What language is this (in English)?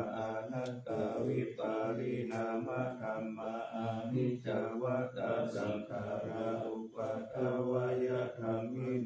Pali